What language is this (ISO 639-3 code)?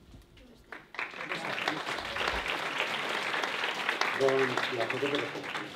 cat